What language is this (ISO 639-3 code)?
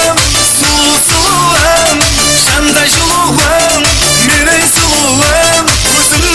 kaa